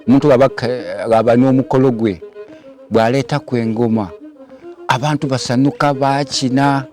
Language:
Soga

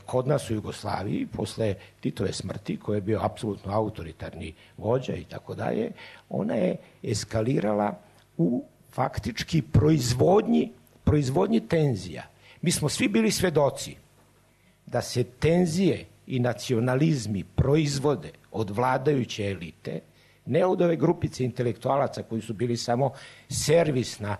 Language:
Serbian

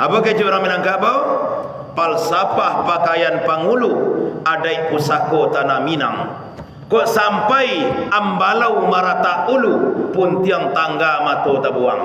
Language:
Minangkabau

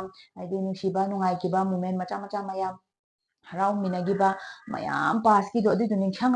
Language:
Manipuri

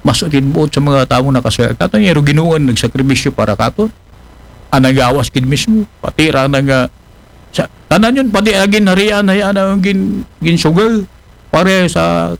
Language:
Aklanon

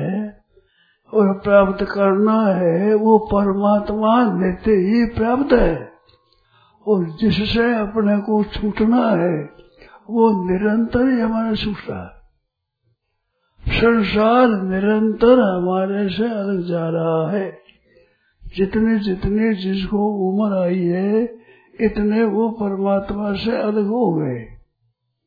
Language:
Hindi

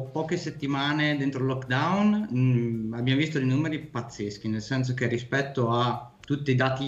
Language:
Italian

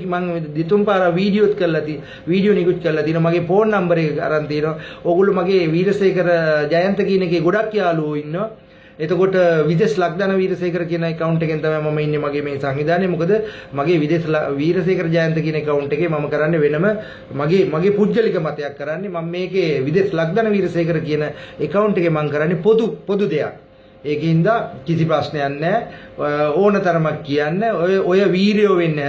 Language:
Sinhala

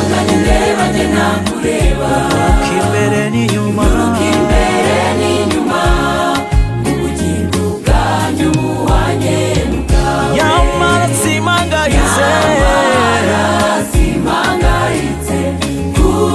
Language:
Kinyarwanda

